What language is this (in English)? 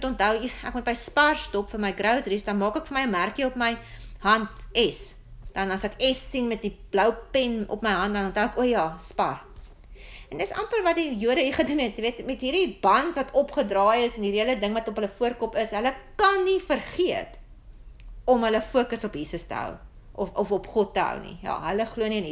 Afrikaans